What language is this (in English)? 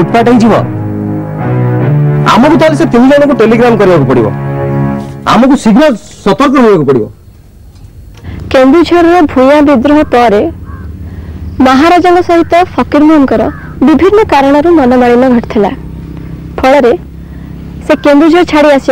Odia